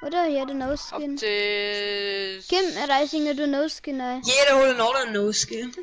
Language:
Bavarian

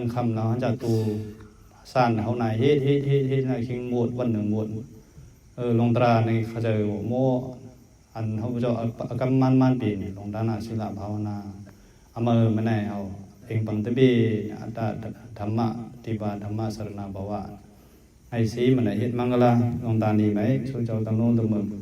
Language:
Mon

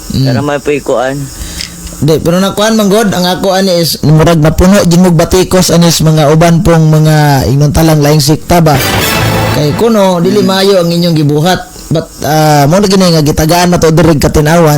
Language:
Cebuano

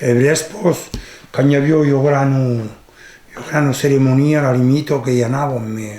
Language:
Occitan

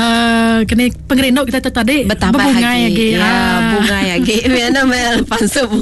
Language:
Iban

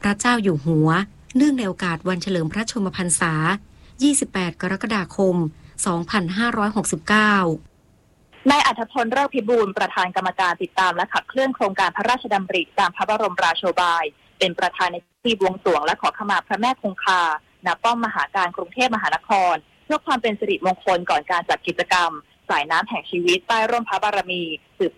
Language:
Thai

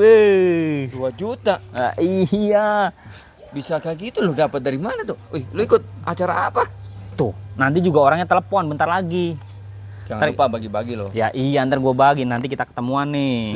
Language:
Betawi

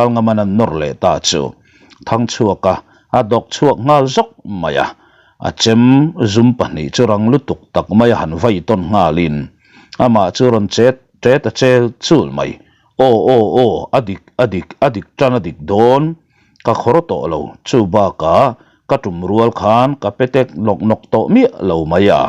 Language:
Mizo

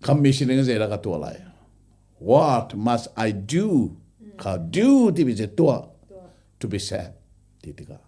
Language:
Hakha Chin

